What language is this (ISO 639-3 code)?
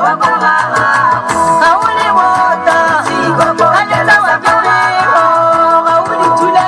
tsn